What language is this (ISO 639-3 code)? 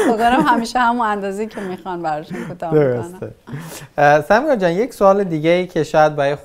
fas